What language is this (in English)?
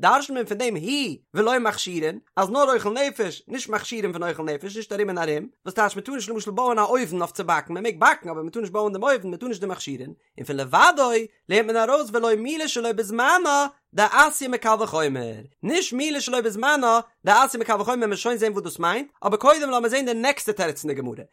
Yiddish